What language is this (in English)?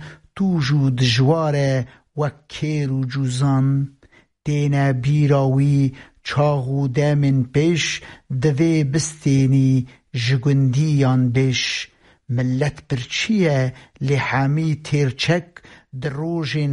Kurdish